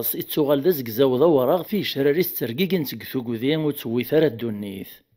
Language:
Kabyle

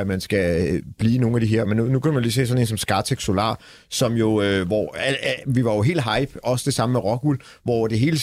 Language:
Danish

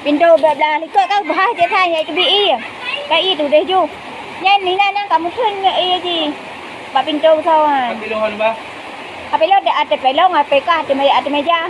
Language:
Achinese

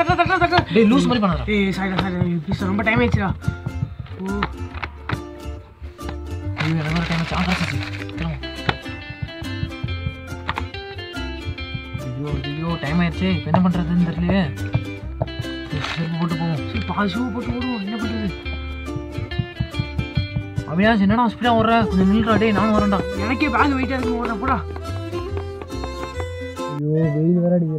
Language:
Tamil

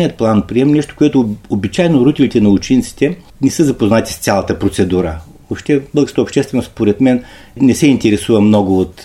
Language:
Bulgarian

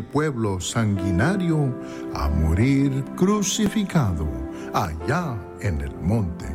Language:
Spanish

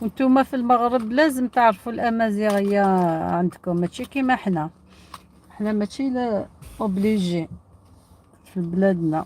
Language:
Algerian Arabic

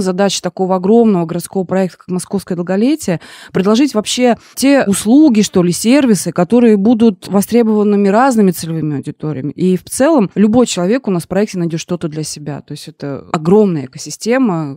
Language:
Russian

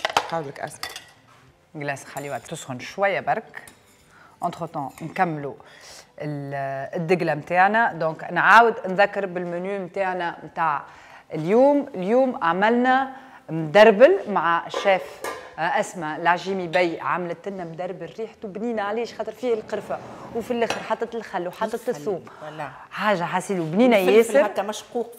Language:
Tunisian Arabic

